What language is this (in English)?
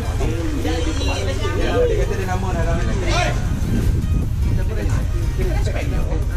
Malay